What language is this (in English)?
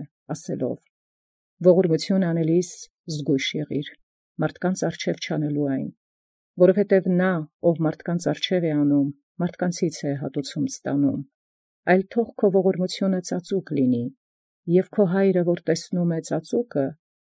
Armenian